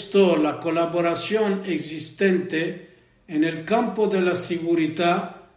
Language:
Ladino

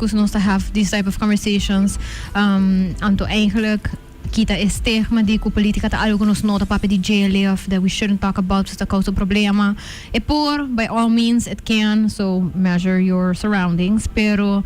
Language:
Papiamento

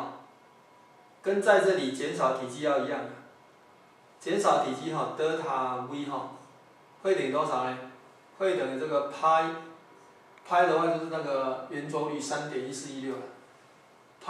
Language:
Chinese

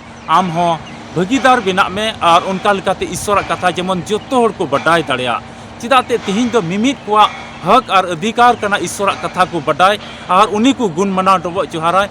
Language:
Santali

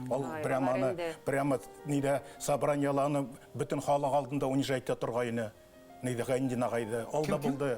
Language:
Bashkir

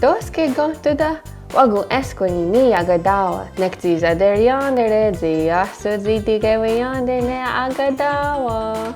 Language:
Mohawk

